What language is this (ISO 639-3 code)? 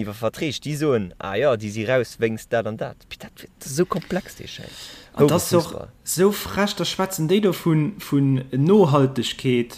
ltz